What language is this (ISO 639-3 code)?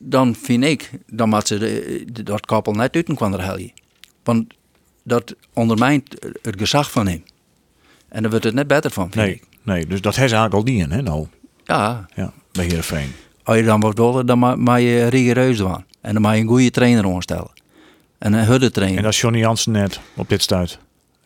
fry